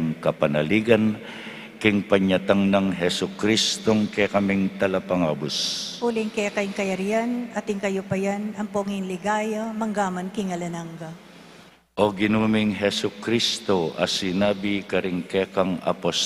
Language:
Pampanga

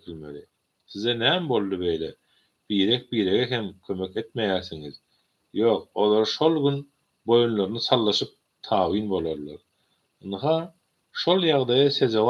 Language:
Turkmen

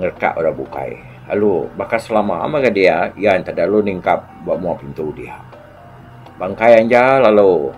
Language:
Iban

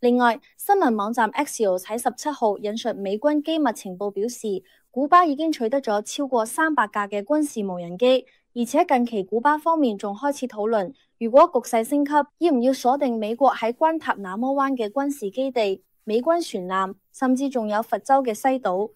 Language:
Cantonese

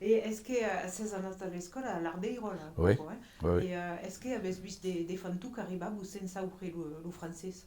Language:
Occitan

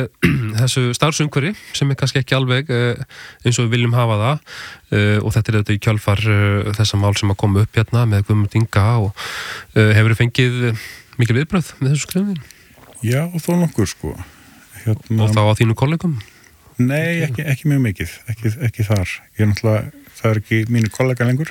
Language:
Icelandic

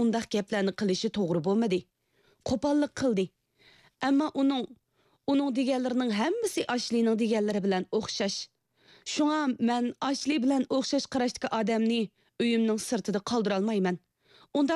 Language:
Uyghur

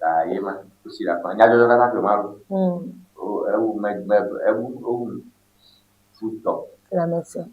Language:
Ewe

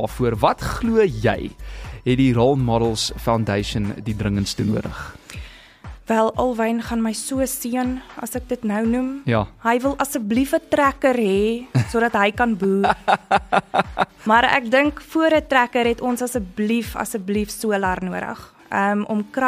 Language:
Afrikaans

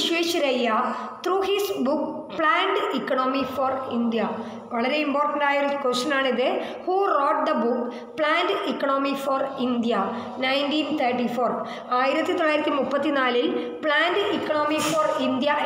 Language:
Malayalam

